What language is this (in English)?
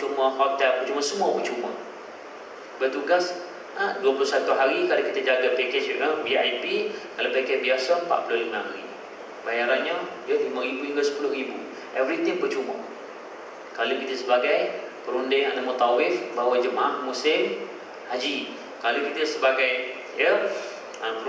Malay